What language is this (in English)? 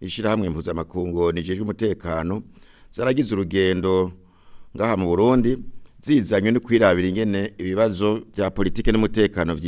Rundi